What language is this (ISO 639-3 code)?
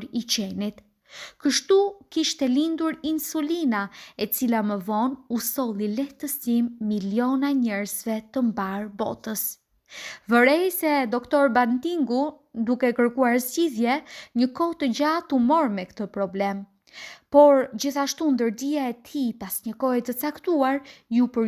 sqi